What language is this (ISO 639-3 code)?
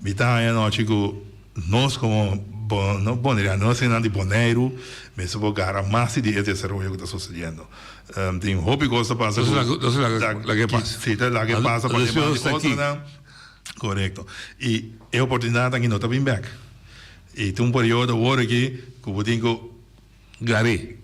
pap